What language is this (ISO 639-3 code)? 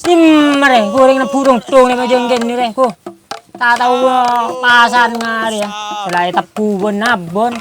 mad